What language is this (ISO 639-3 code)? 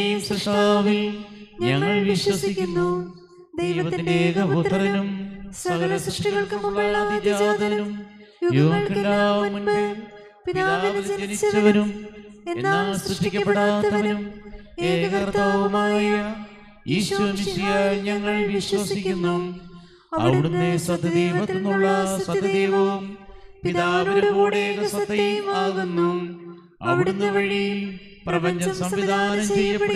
mal